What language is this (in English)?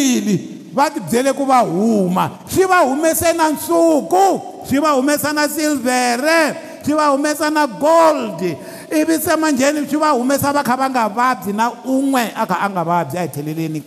Tsonga